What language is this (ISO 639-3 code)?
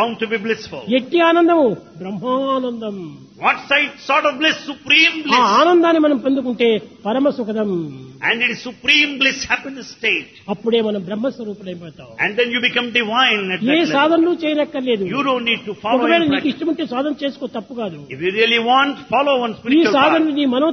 tel